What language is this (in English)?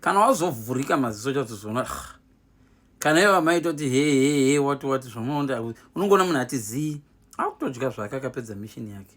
Shona